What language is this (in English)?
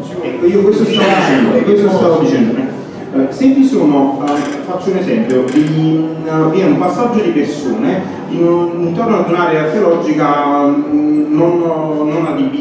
Italian